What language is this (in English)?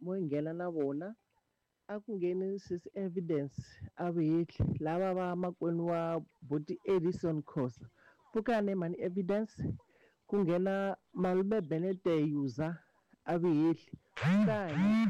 Tsonga